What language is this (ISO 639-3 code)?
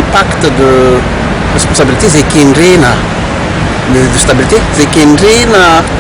mlg